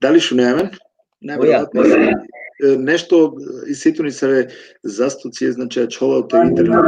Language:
Balkan Romani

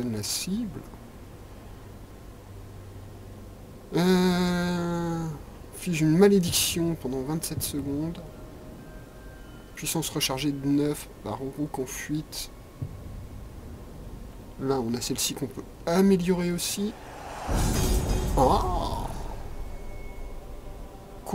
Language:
French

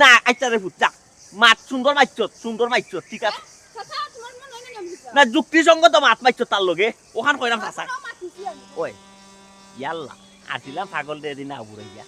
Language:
Sylheti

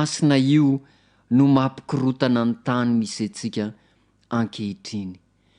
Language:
Malagasy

